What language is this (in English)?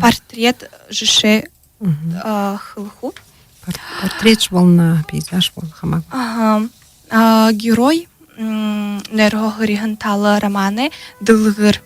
Buriat